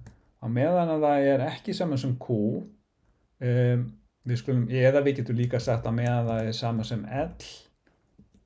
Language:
Icelandic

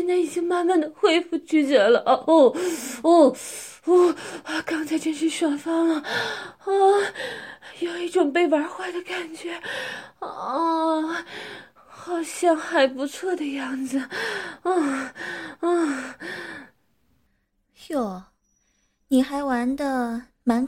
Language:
Chinese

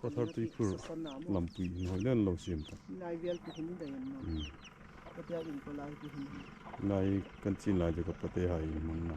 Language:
Hmar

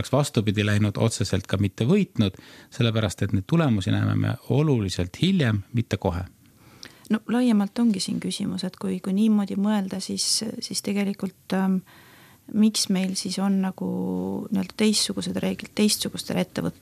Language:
Estonian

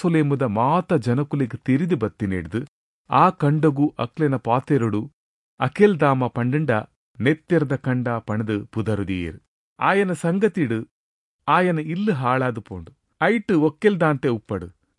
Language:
Tulu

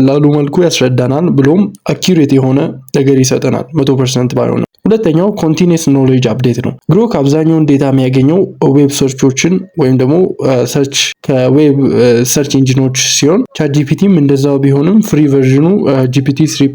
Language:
Amharic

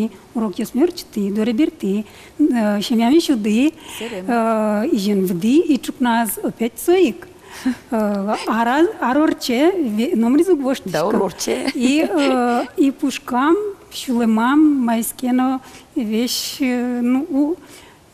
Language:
Udmurt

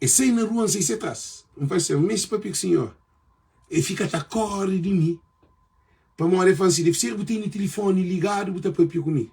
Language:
Kabuverdianu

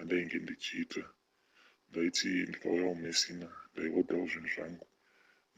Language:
Shona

